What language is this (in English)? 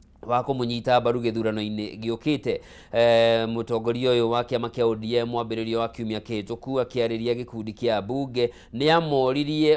Kikuyu